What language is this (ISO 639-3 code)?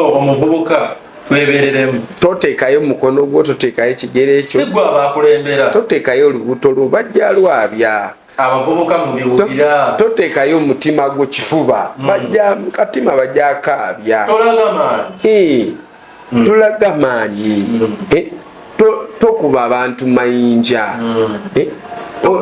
lug